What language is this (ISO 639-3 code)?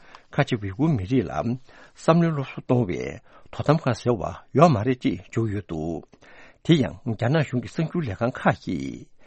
bod